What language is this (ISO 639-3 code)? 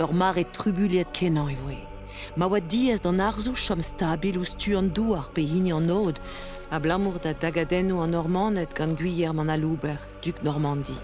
bre